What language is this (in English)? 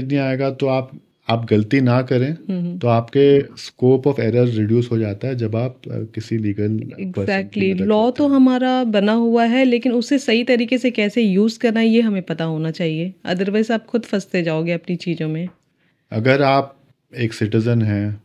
Hindi